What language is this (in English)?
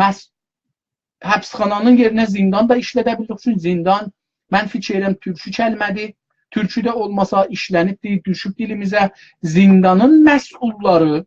South Azerbaijani